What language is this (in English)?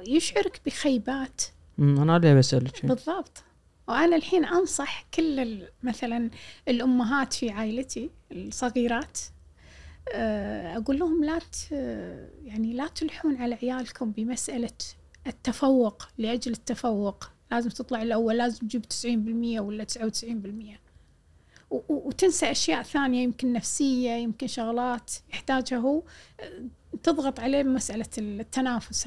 Gulf Arabic